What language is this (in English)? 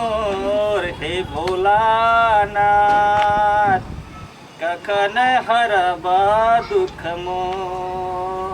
Maithili